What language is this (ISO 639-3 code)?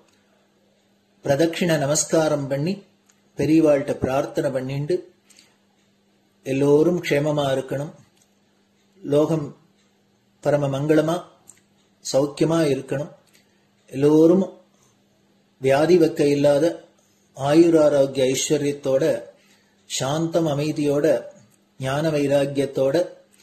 tam